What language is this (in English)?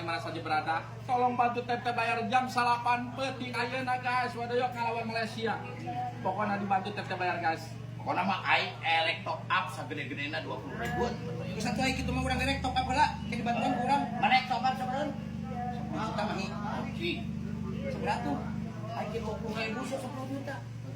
Sundanese